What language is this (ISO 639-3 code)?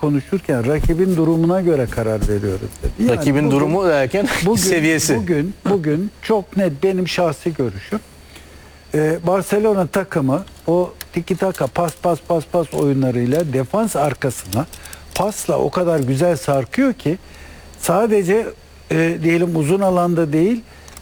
tur